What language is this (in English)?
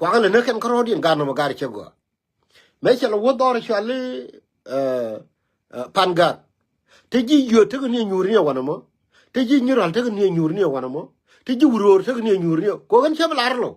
Nuer